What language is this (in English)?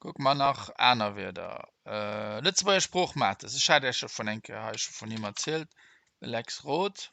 Luxembourgish